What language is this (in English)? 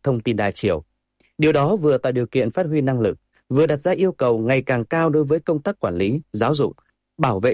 Vietnamese